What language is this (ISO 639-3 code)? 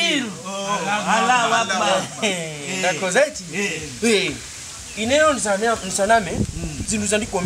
nya